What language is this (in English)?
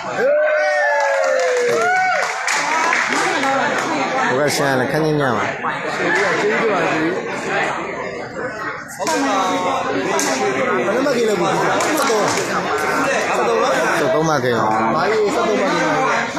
Burmese